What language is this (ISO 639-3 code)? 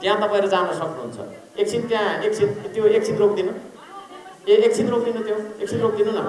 nep